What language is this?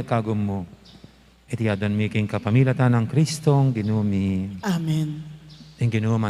Pampanga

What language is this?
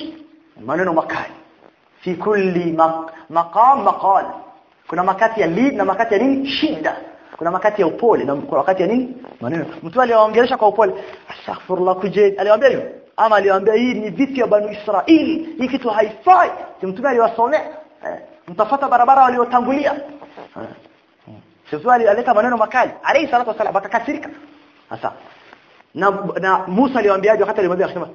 Swahili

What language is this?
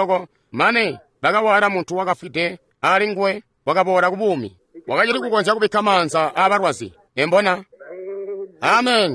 Tonga (Zambia)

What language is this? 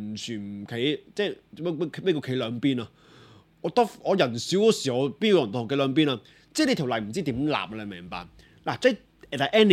Cantonese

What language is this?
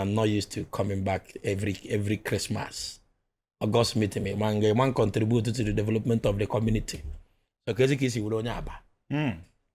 Igbo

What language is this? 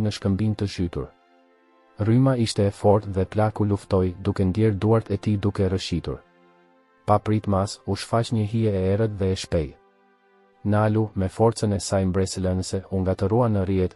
Albanian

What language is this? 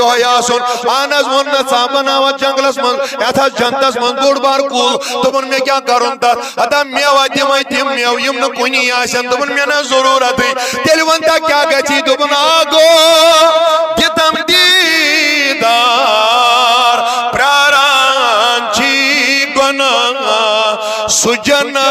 Kashmiri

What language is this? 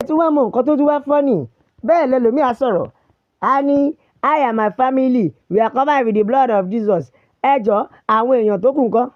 Yoruba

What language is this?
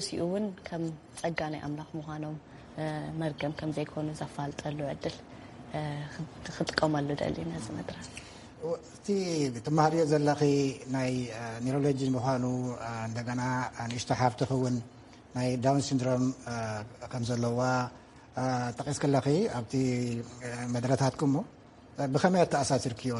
Tigrinya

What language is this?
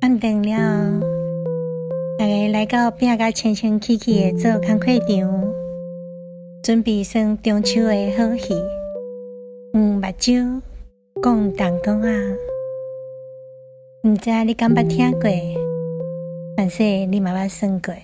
Min Nan Chinese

